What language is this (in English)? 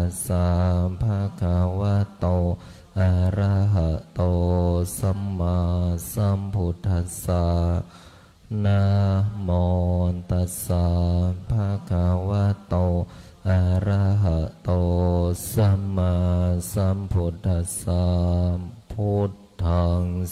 Pali